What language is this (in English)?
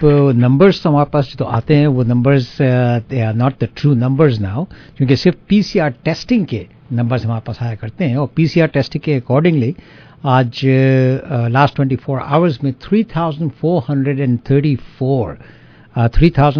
Urdu